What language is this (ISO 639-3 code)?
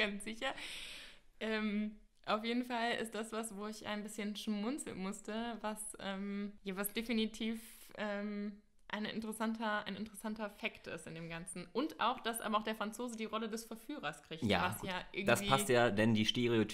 deu